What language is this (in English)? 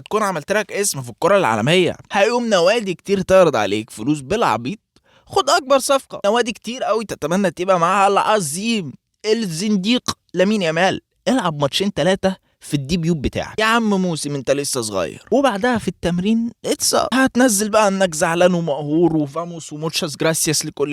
Egyptian Arabic